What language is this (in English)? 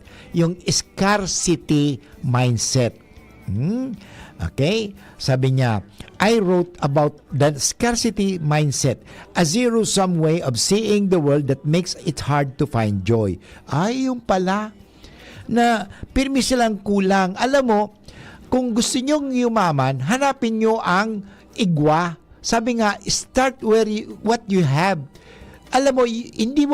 Bikol